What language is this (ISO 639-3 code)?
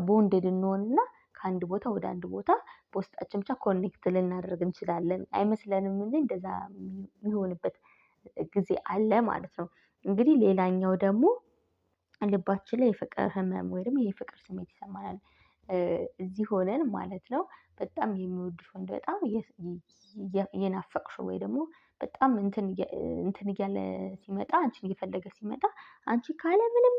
amh